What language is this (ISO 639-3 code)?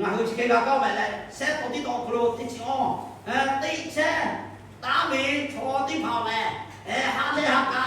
lhu